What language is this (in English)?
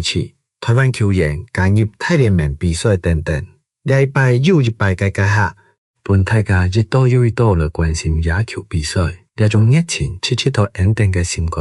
Hakka Chinese